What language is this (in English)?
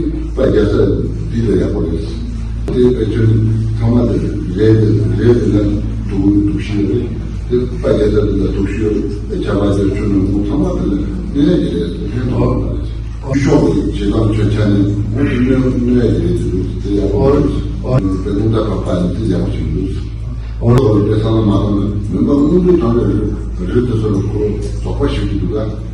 Tibetan